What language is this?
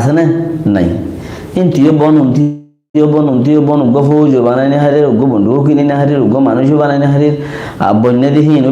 Rohingya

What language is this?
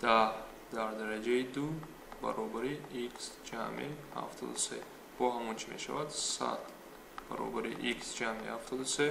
Tajik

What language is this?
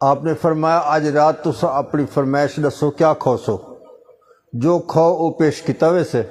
Saraiki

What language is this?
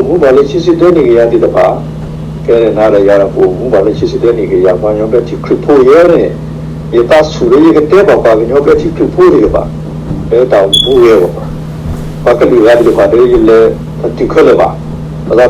S'gaw Karen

